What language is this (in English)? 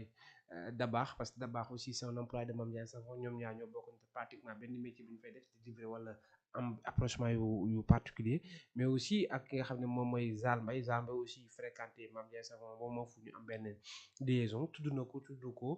Wolof